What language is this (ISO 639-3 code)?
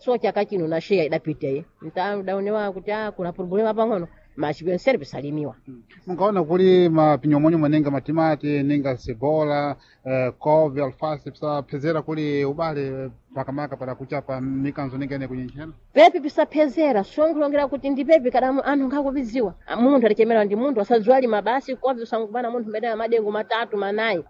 seh